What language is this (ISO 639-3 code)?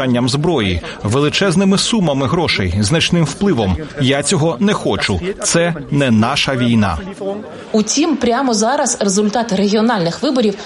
ukr